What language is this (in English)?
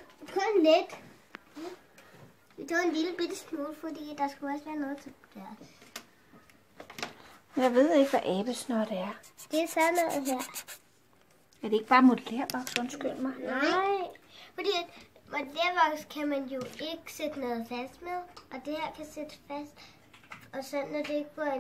Danish